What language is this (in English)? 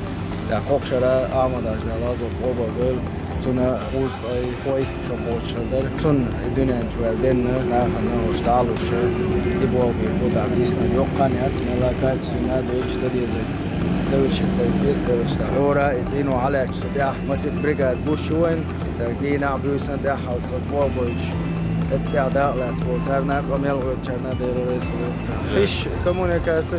Chechen